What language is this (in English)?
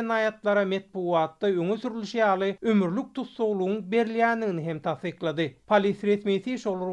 Turkmen